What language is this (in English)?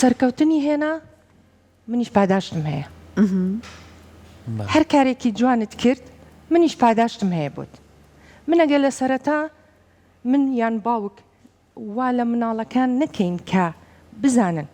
Central Kurdish